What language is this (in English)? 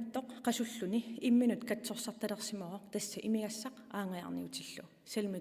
Kalaallisut